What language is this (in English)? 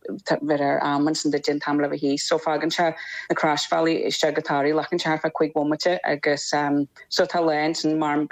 Irish